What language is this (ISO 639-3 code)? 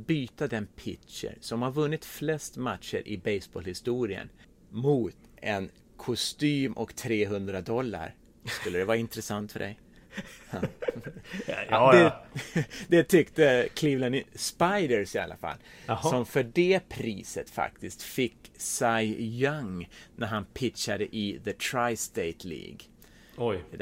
swe